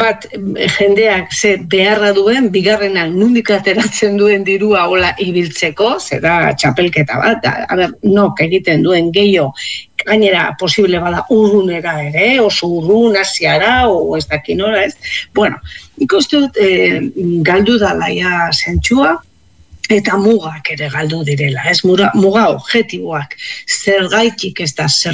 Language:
Basque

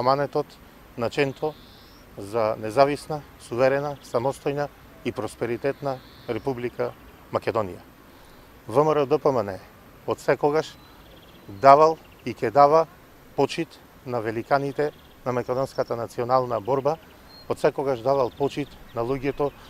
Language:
Macedonian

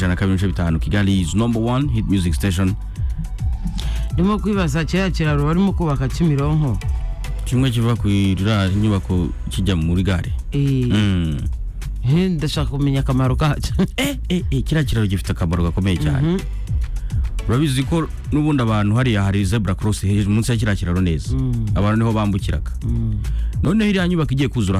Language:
Kinyarwanda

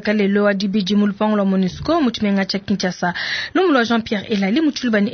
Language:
Luba-Lulua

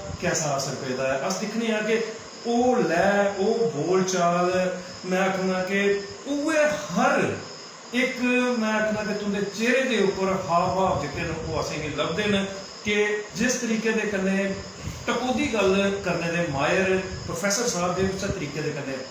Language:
Dogri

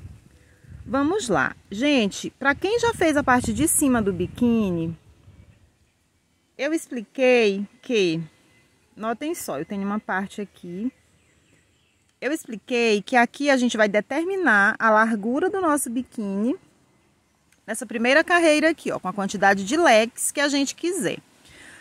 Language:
Portuguese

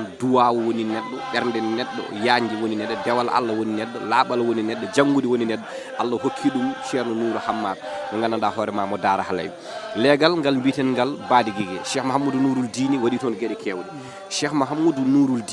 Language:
Fula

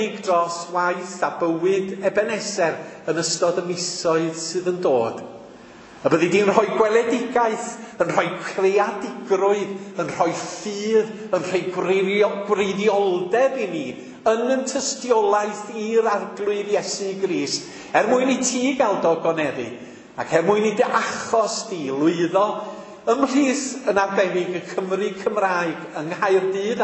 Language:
Welsh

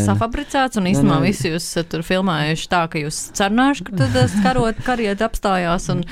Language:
Latvian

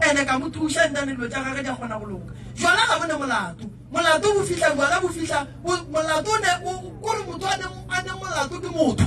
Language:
Northern Sotho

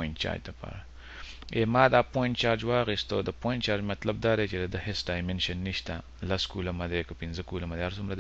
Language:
Pashto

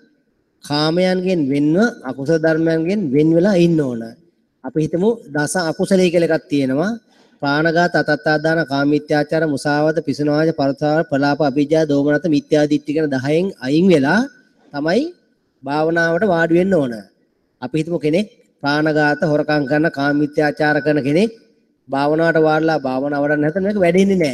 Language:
Sinhala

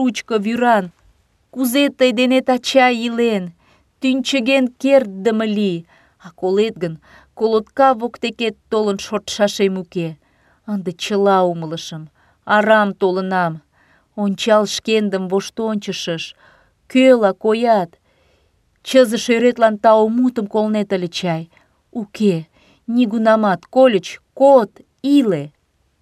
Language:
Mari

